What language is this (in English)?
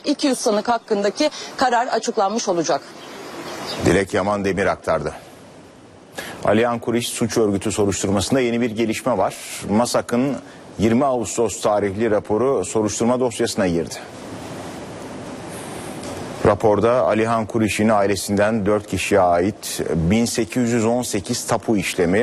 Turkish